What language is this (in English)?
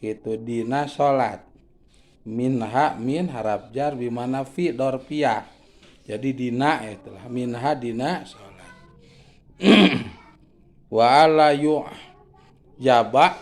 Sundanese